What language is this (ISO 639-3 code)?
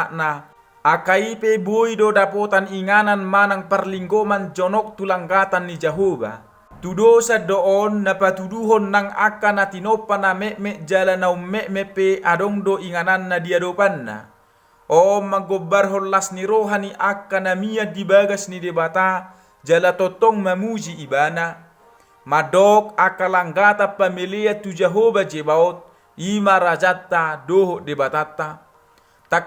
bbc